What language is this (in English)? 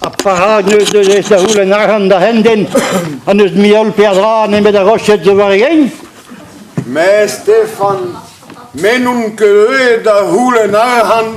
Breton